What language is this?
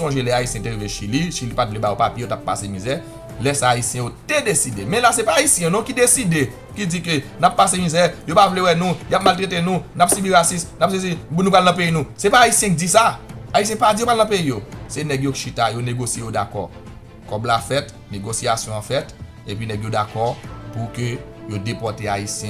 Haitian Creole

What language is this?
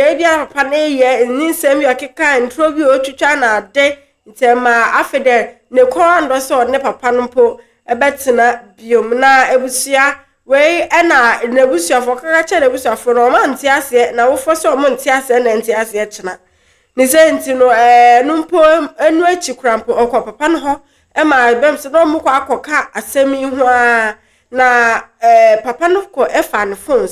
Akan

